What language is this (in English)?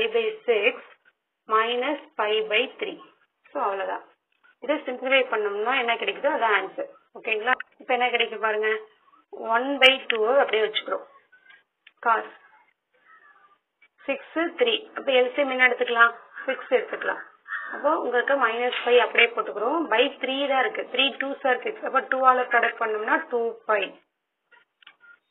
Tamil